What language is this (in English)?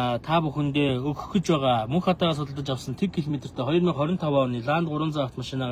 Mongolian